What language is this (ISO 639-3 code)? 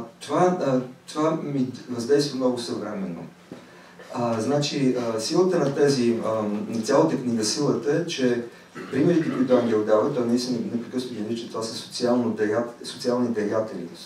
bul